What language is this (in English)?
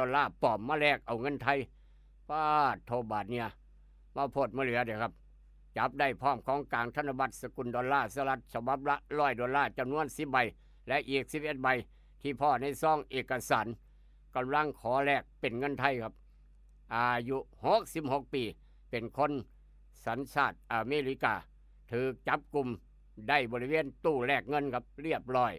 Northeastern Thai